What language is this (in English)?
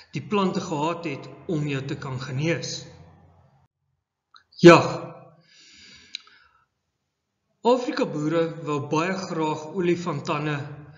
Afrikaans